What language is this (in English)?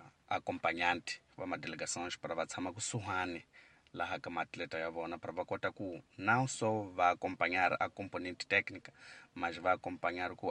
Tsonga